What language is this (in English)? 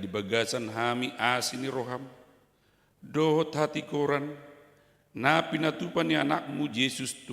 Batak Toba